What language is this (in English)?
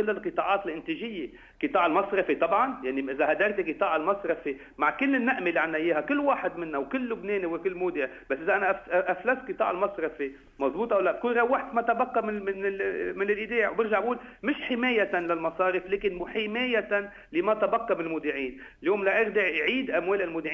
North Levantine Arabic